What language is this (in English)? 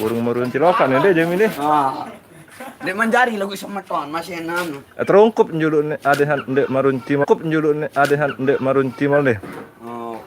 Sasak